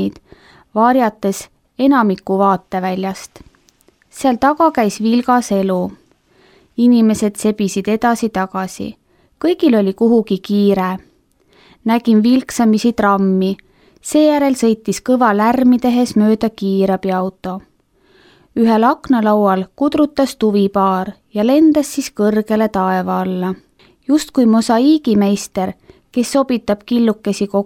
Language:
Estonian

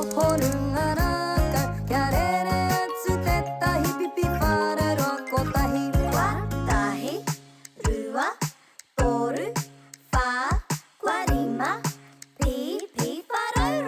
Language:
Māori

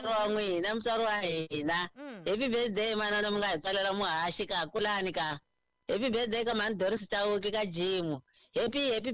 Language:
Tsonga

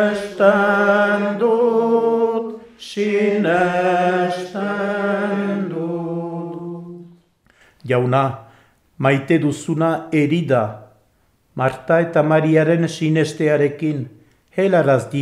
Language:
Basque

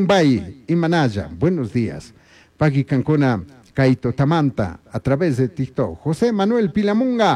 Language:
Chimborazo Highland Quichua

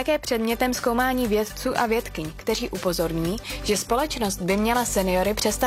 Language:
Czech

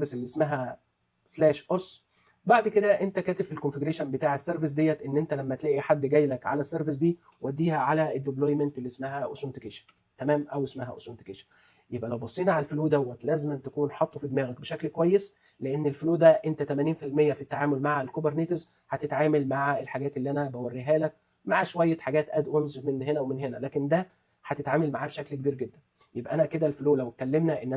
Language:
Egyptian Arabic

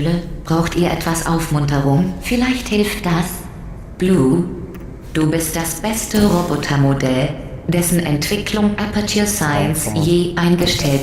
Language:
Swiss German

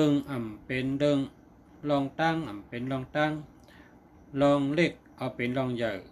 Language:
Shan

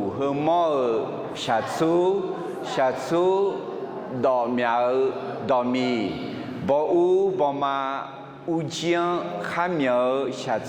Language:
Akha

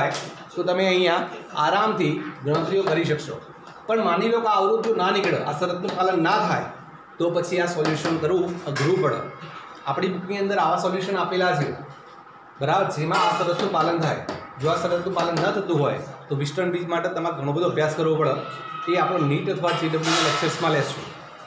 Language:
Gujarati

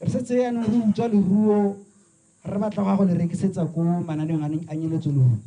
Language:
Tswana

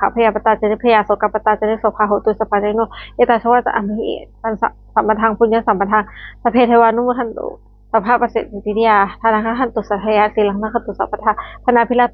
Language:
Pali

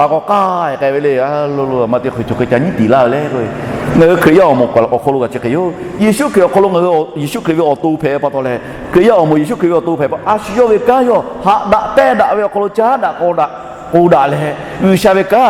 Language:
Lahu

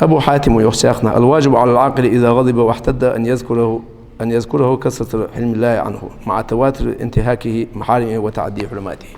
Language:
Ingush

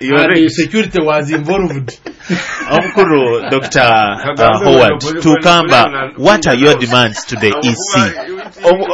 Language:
Nyoro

